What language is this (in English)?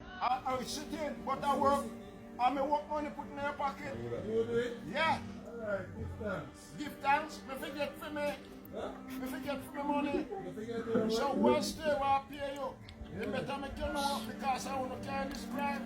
Jamaican Creole English